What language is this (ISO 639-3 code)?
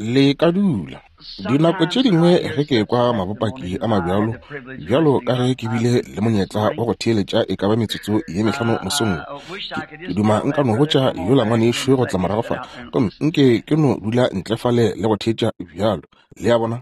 nso